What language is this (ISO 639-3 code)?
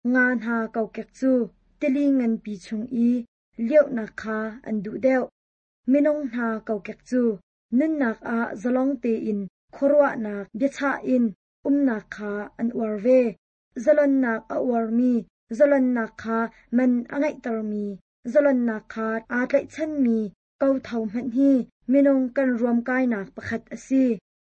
cnh